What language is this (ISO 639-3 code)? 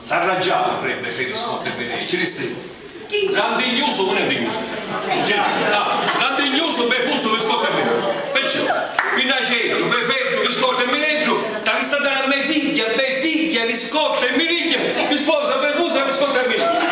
scn